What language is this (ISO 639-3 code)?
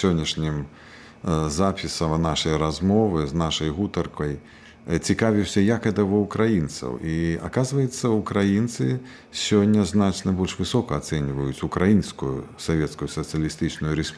bel